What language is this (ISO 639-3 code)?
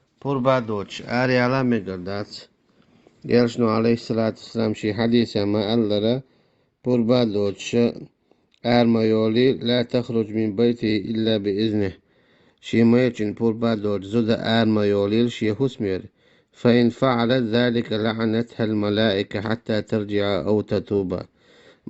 che